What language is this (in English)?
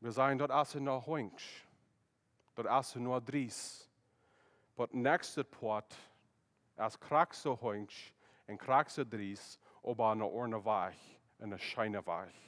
Plautdietsch